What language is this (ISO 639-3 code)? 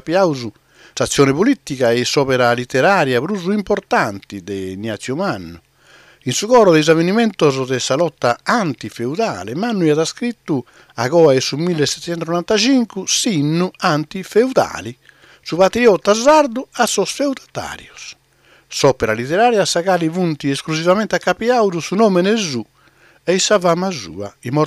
srd